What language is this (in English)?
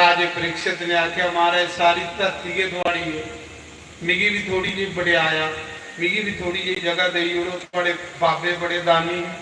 Dogri